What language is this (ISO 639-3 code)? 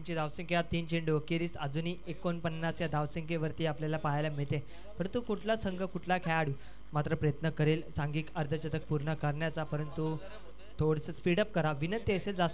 mar